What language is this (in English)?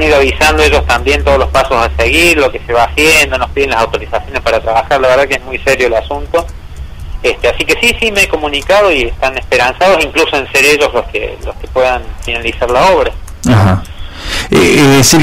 Spanish